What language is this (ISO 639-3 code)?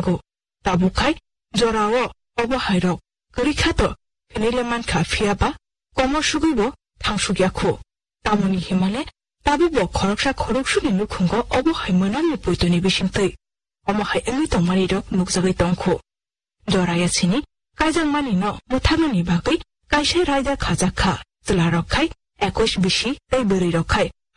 trp